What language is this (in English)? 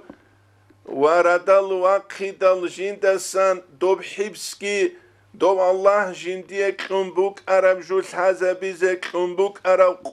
Avaric